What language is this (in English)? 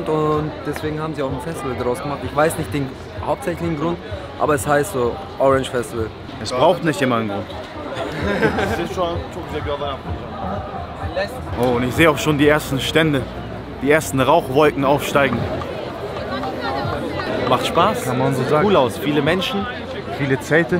German